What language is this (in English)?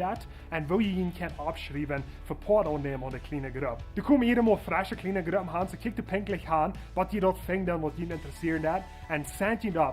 Plautdietsch